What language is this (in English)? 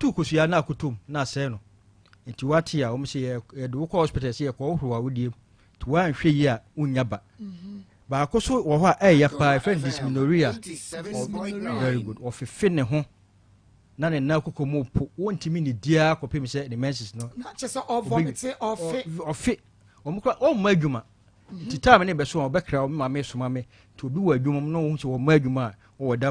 Akan